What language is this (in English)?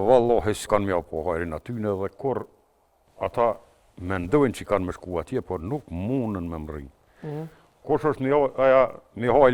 Albanian